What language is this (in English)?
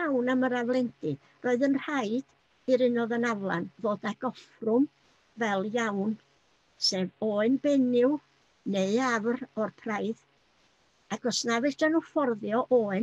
Welsh